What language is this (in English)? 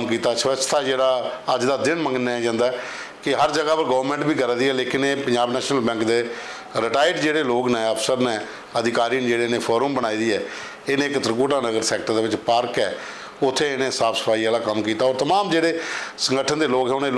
Dogri